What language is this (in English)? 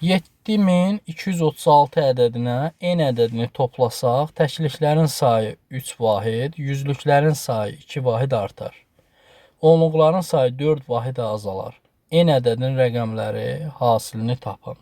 Azerbaijani